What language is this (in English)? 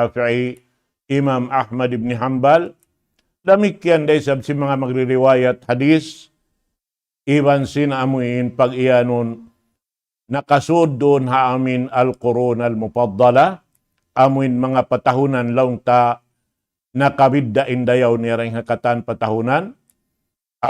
Tausug